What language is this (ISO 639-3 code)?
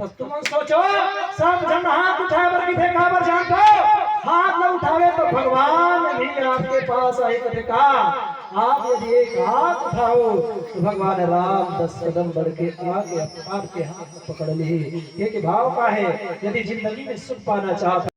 hne